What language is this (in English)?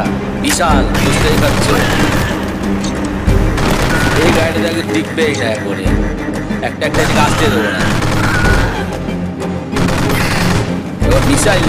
Bangla